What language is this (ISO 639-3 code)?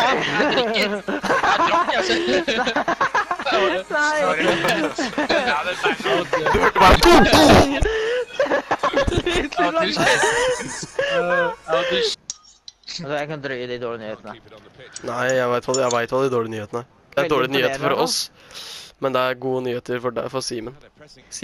nor